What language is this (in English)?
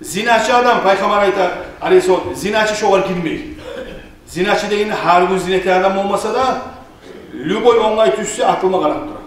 Kumyk